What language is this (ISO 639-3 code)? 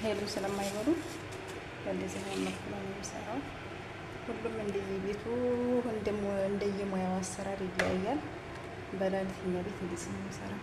amh